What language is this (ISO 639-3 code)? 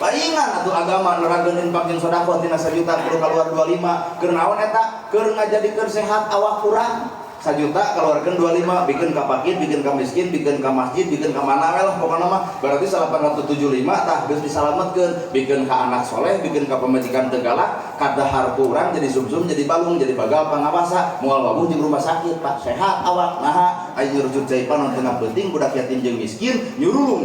sun